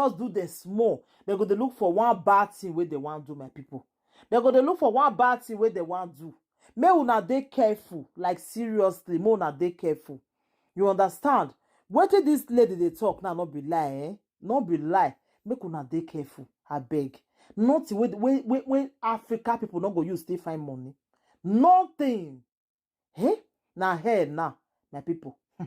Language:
Nigerian Pidgin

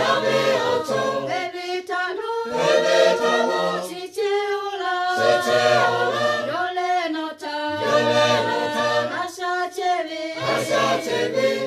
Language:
Lahu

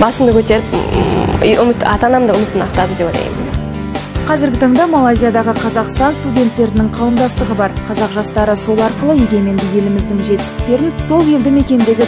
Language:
Kazakh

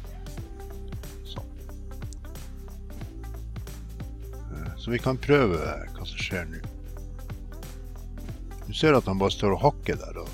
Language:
Norwegian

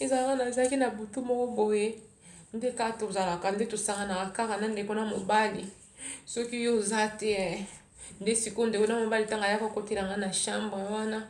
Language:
Lingala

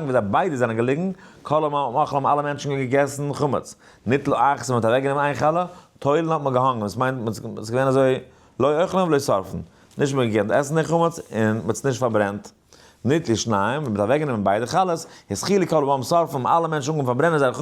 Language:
Yiddish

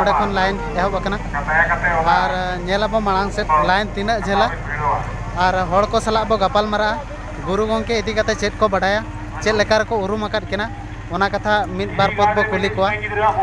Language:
Santali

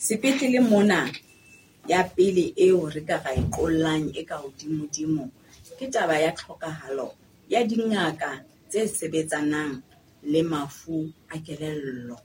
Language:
Southern Sotho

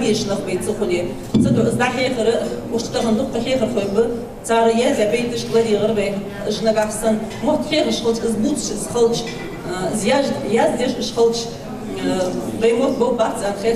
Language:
Ingush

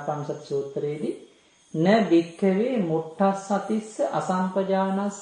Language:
Sinhala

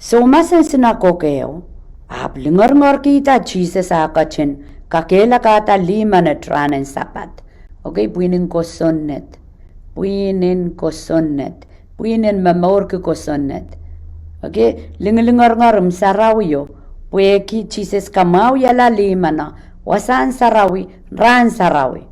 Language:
Pohnpeian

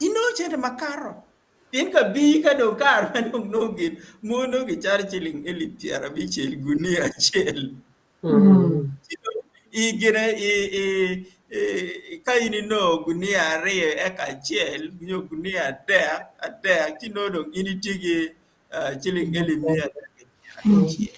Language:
Acoli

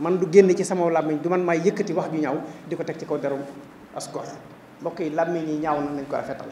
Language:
Wolof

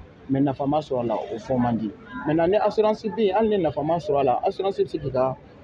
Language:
Bambara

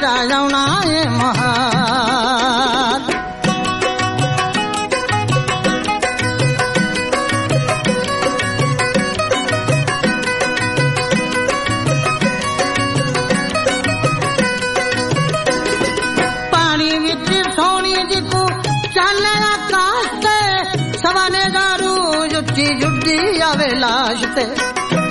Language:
Punjabi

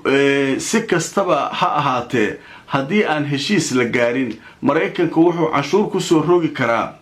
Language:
Somali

